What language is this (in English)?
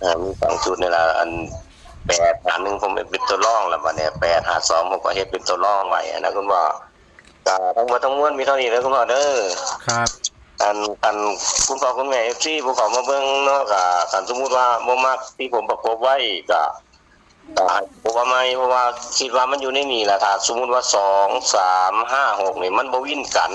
Northeastern Thai